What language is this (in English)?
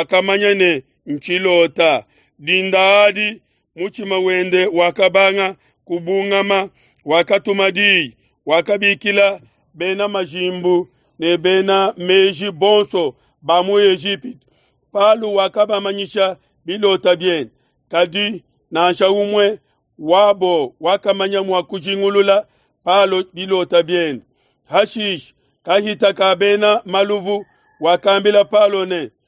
Luba-Lulua